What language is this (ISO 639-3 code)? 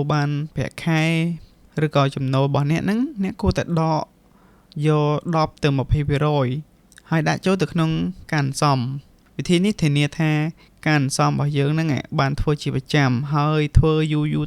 khm